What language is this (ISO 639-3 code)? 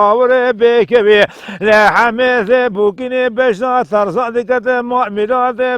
kur